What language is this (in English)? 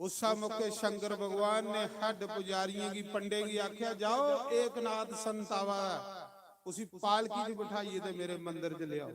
Dogri